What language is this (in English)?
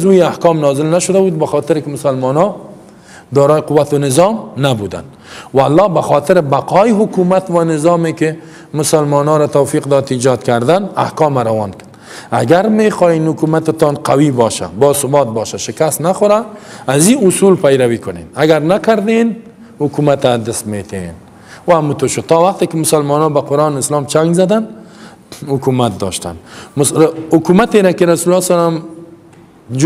Persian